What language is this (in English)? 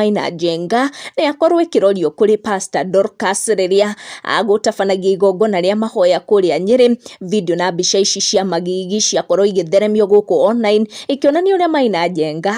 Kikuyu